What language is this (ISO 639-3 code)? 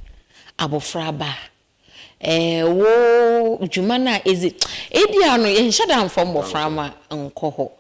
aka